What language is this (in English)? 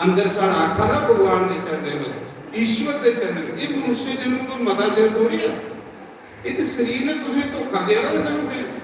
Dogri